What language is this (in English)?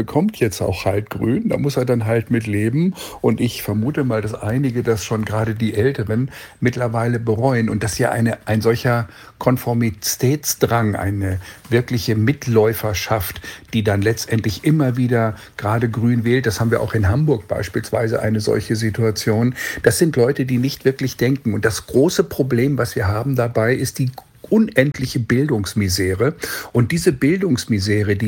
German